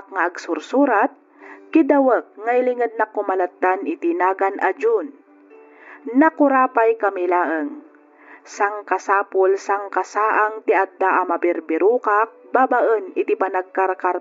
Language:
Iloko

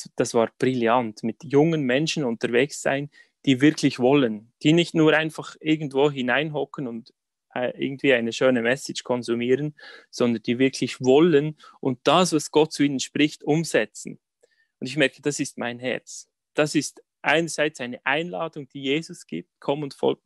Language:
Swiss German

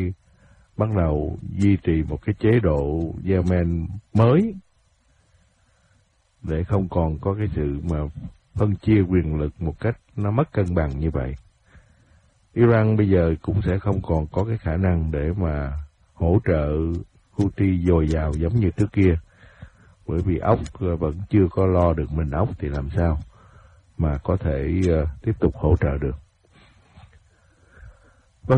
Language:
Vietnamese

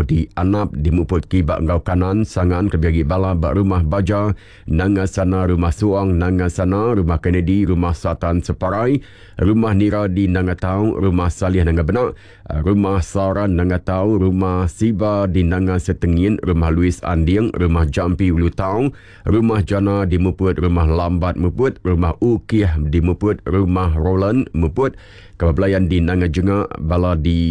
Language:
Iban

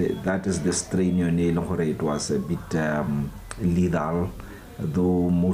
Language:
Tswana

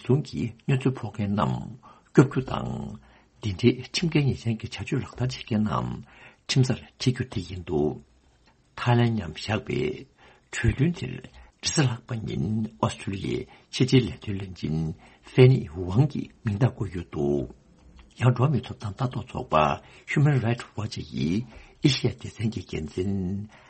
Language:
Tibetan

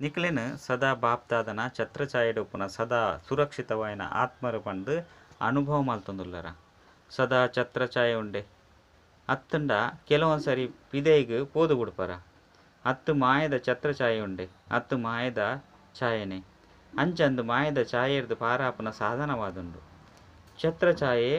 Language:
Tulu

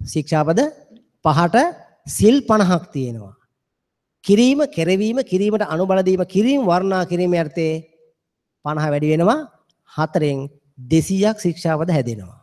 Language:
Sinhala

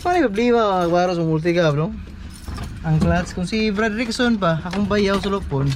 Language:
Cebuano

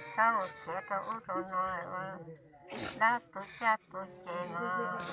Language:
Hmong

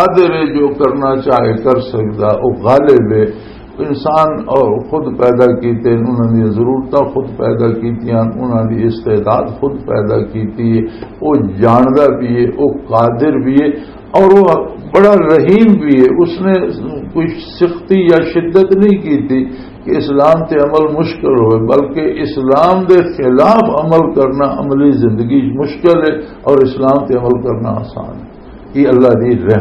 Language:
Western Panjabi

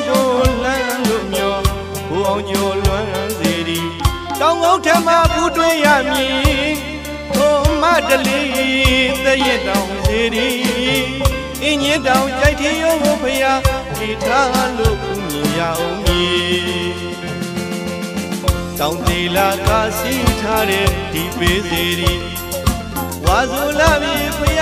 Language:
Burmese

